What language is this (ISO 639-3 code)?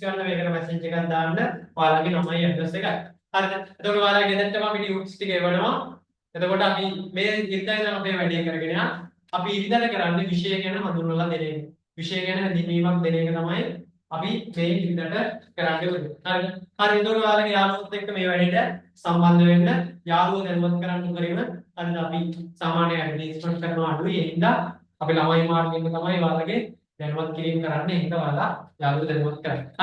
sin